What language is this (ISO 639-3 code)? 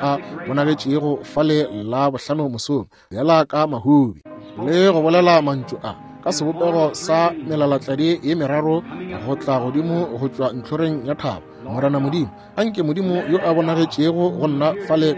nso